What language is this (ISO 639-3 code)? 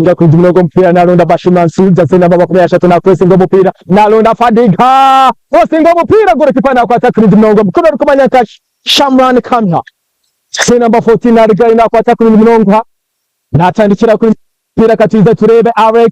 nyn